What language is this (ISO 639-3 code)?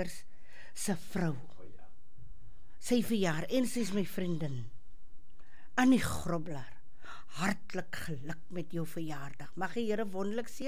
afr